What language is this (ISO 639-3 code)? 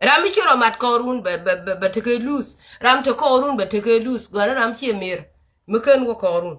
nus